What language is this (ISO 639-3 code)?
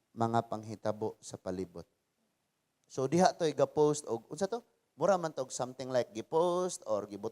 ceb